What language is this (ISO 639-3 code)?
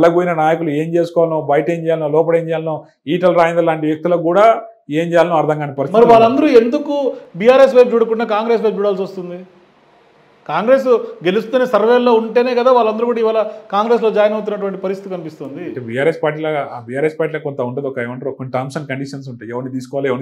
tel